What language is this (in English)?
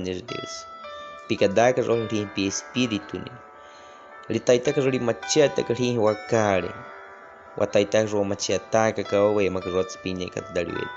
Baniwa